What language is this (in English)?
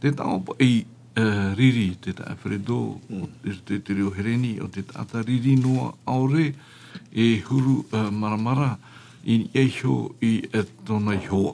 Tahitian